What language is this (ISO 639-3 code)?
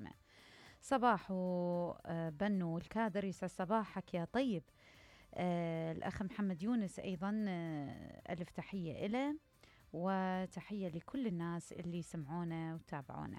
acm